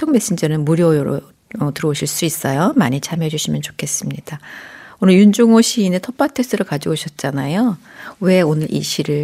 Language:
Korean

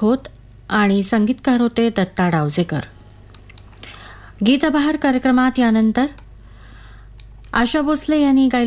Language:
Marathi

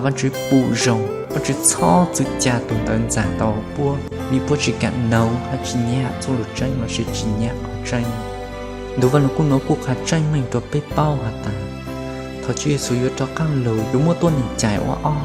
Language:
Hmong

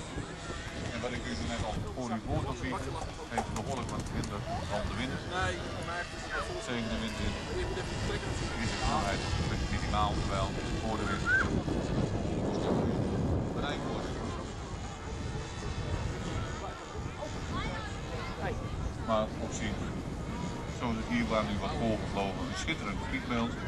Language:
Dutch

